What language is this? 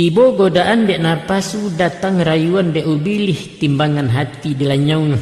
Minangkabau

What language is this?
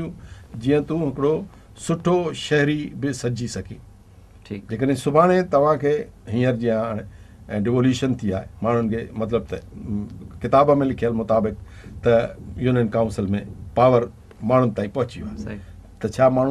Sindhi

